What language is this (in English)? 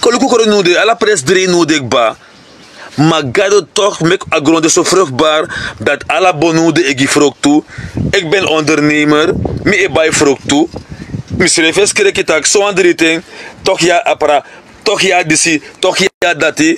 Sranan Tongo